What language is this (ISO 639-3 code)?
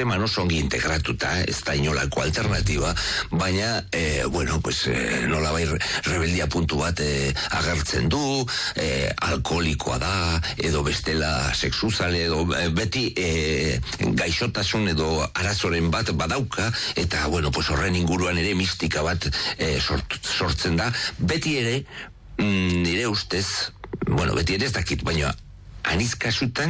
eus